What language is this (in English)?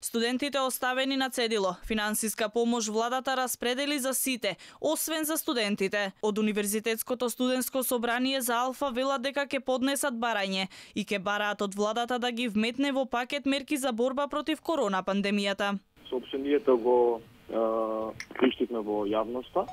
Macedonian